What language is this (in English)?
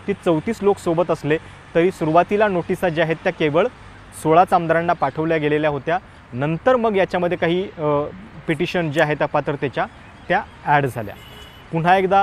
Marathi